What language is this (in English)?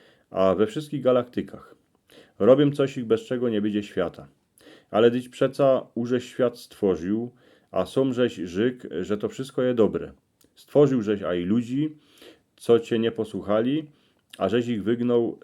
Silesian